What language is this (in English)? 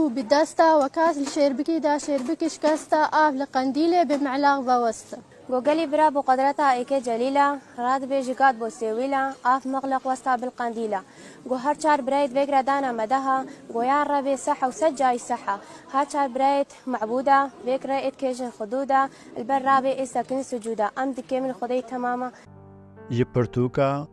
Kurdish